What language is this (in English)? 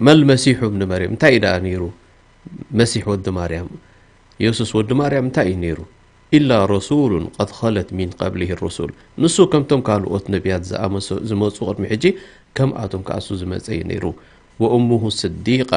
Tigrinya